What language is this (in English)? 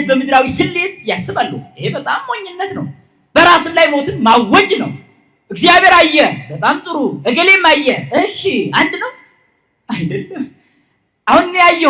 Amharic